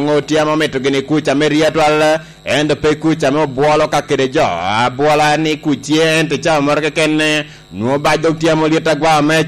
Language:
Lango (Uganda)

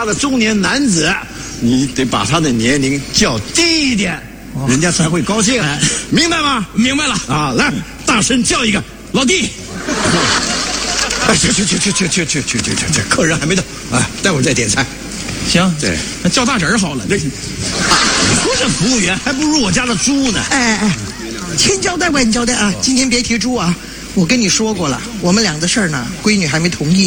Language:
Chinese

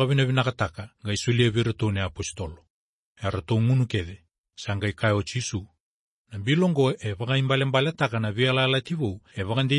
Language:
Fijian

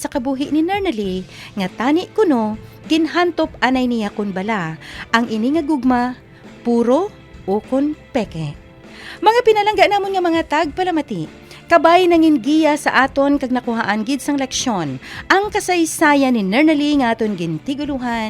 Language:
Hiligaynon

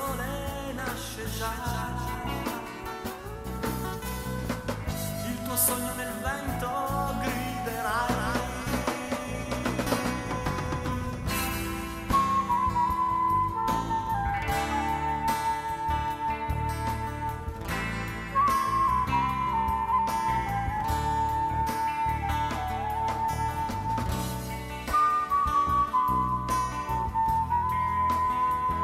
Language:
Italian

